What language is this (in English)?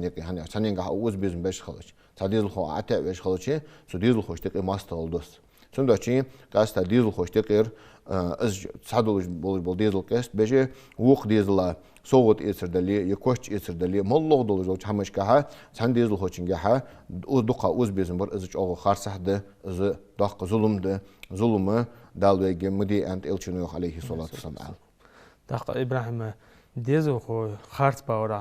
Ingush